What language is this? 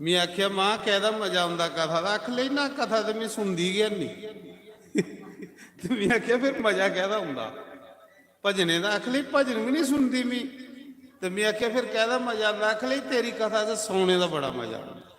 Dogri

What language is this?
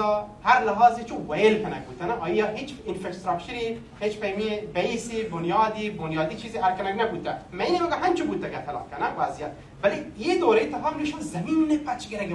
Baluchi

